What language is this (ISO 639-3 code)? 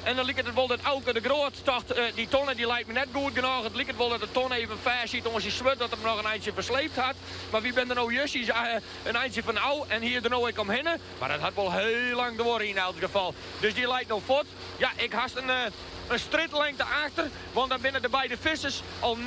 fry